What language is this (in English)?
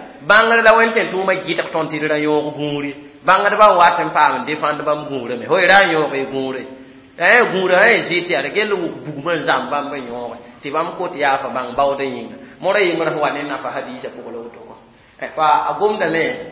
Mossi